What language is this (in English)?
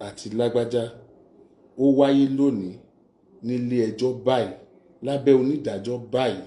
Yoruba